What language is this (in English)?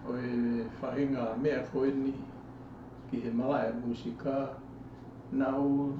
Tongan